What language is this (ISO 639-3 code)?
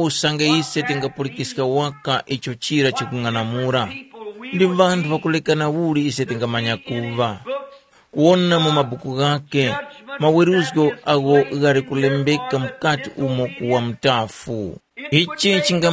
tum